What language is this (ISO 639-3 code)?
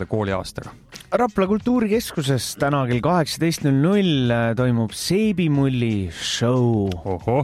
est